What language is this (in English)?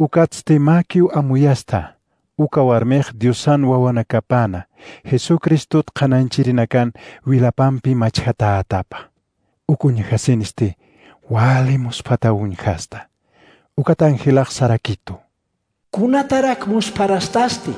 Aymara